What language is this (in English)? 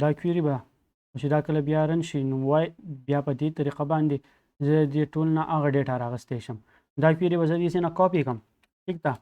Pashto